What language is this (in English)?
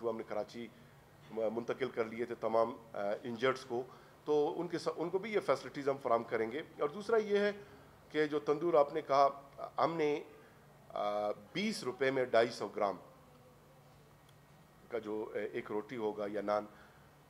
Urdu